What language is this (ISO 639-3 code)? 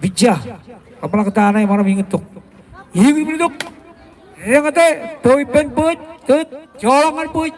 mah